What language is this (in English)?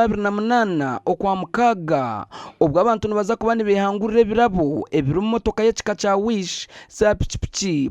Nyankole